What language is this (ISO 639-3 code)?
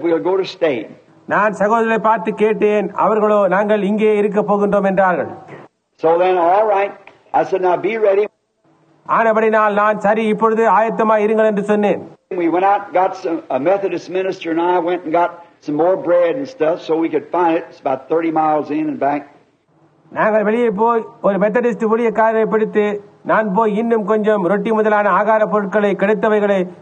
tam